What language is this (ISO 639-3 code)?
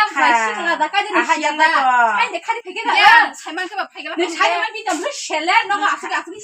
trp